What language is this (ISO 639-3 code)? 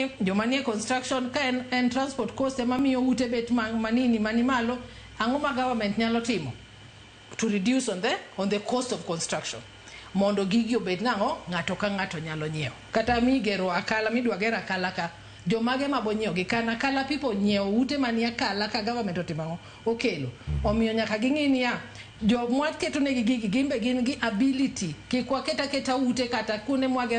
luo